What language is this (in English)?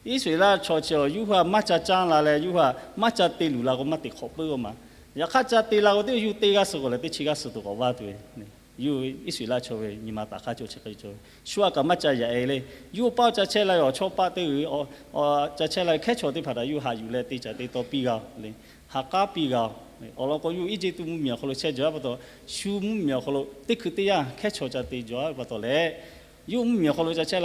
Lahu